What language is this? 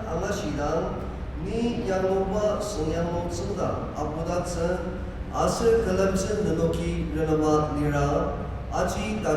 Ao Naga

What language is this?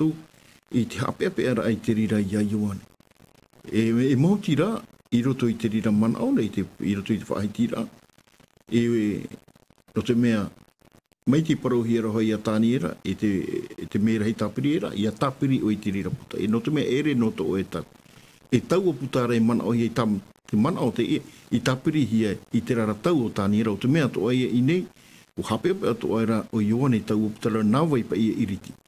Tahitian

